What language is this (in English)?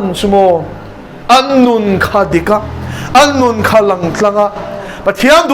Mizo